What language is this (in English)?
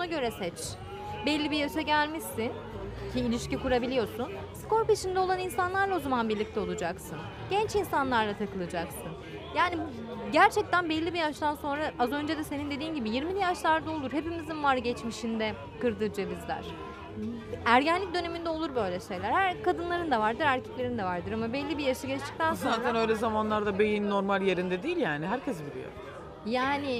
Turkish